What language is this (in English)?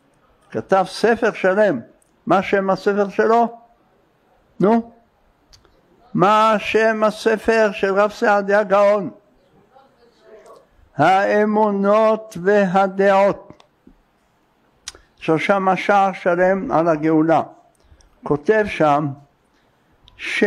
Hebrew